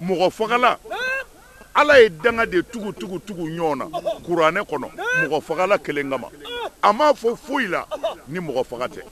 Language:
Bambara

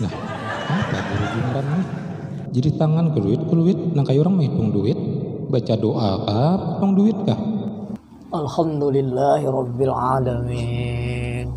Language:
Banjar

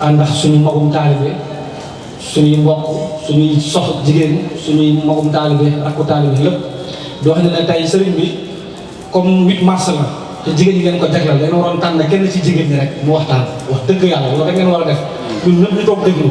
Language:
Wolof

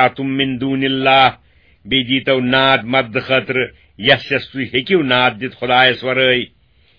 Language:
Kashmiri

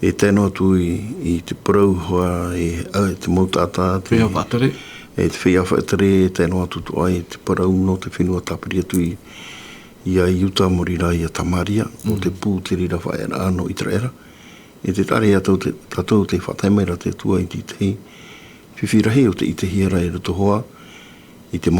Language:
Tahitian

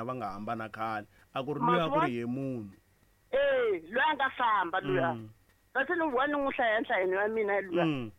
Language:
Tsonga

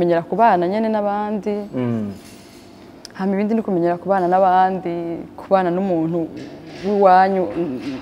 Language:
Kinyarwanda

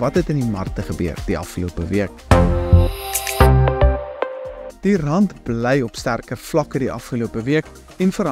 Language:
Afrikaans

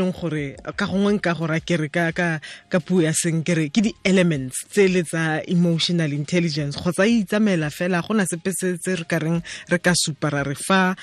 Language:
Tswana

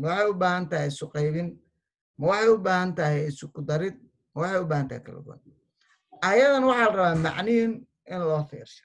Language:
Somali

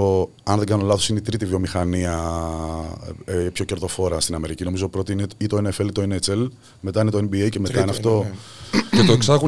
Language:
Greek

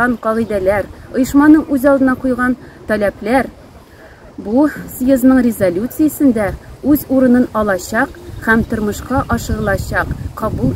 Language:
Tatar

